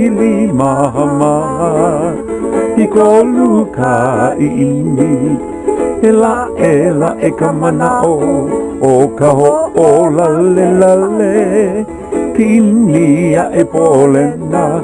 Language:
Hawaiian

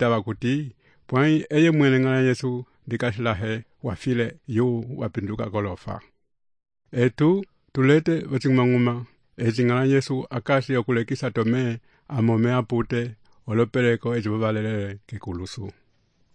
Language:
Umbundu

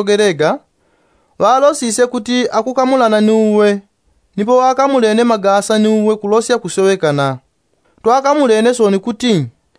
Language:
Yao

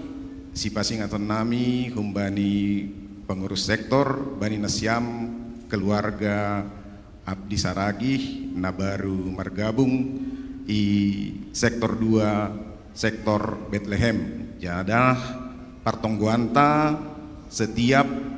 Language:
Batak Simalungun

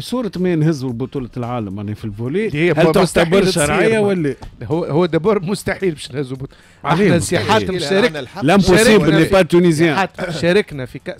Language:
Tunisian Arabic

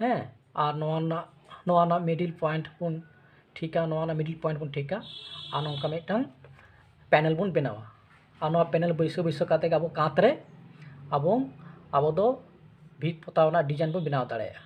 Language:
Santali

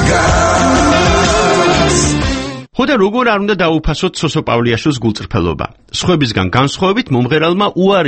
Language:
Georgian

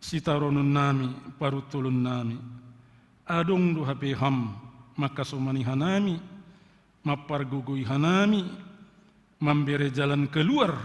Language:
Batak Simalungun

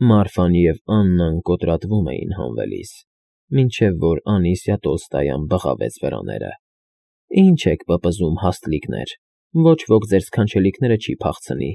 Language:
Armenian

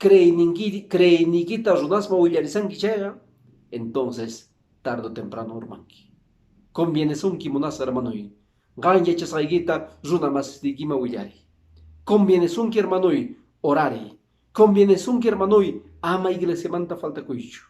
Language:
Quechua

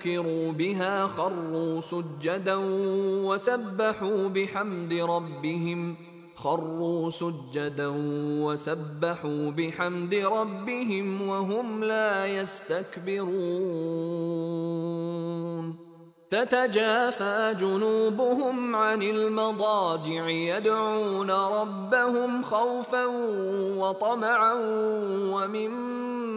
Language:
Arabic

